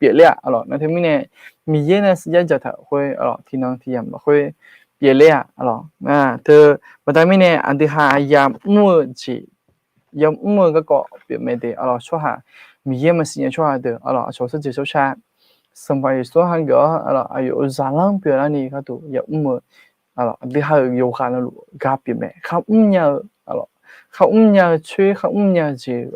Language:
Akha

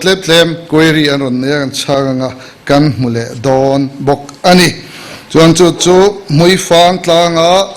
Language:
Mizo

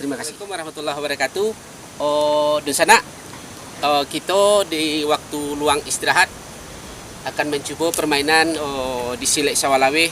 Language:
Minangkabau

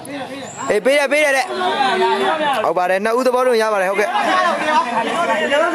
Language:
Burmese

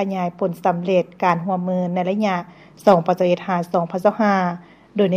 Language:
Lao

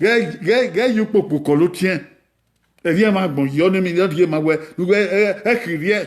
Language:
Bini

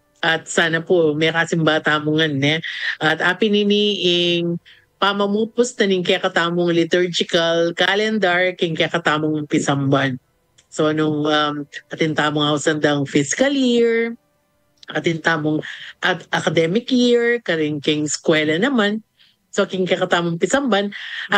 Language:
Pampanga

